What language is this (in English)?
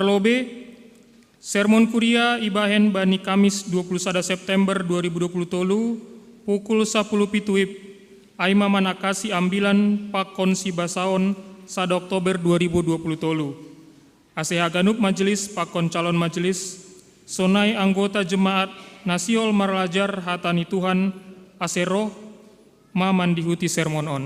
Batak Simalungun